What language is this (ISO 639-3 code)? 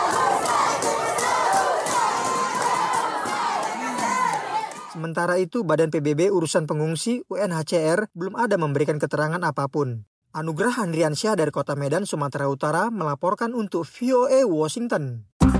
ind